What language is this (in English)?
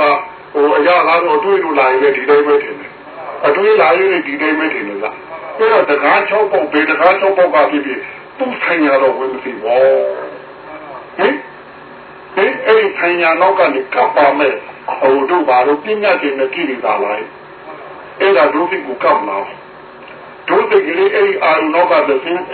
Burmese